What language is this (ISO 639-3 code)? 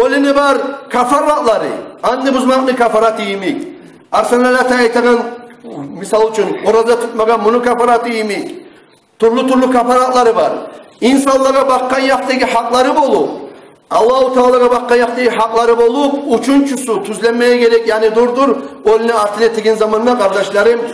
kum